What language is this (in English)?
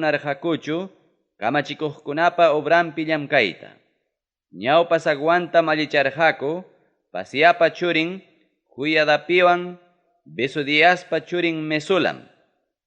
Ayacucho Quechua